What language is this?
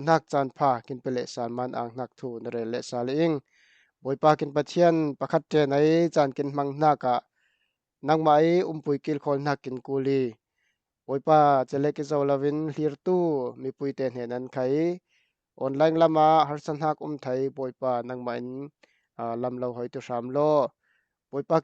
Falam Chin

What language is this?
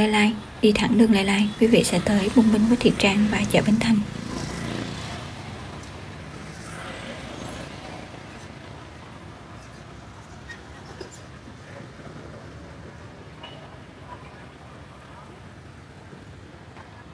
Vietnamese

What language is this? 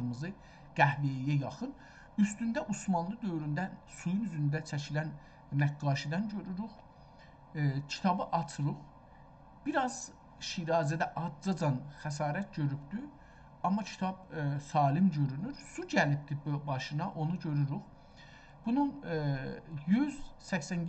South Azerbaijani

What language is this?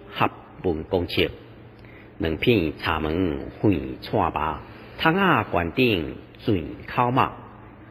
Min Nan Chinese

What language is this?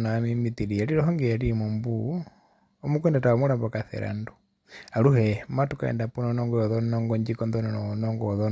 Herero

